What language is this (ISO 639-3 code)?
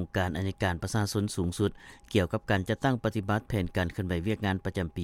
lao